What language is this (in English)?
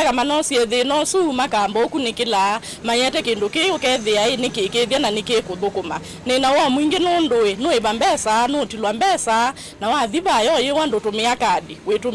Kamba